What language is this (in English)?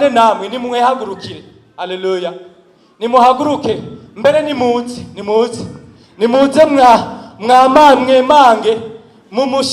Rundi